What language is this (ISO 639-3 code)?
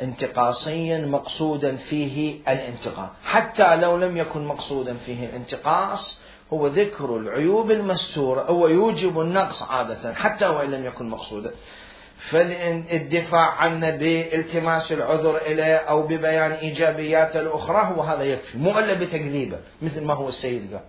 acm